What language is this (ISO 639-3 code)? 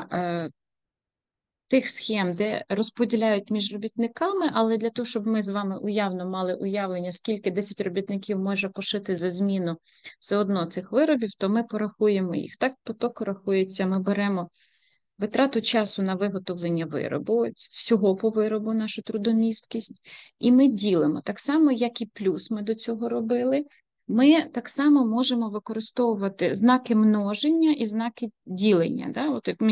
ukr